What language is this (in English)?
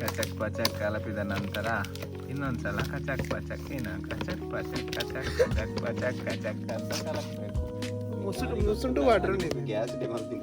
Tulu